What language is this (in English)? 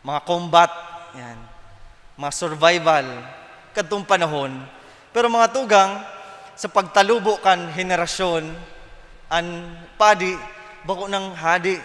Bikol